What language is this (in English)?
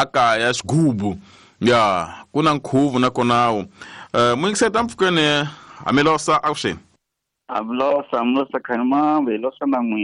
Tsonga